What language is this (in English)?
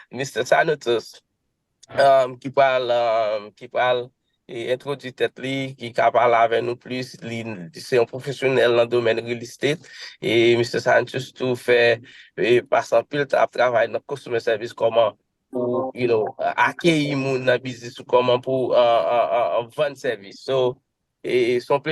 Haitian Creole